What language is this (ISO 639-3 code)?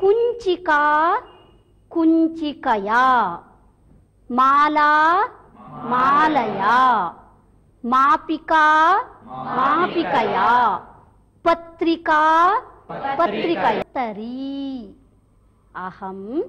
san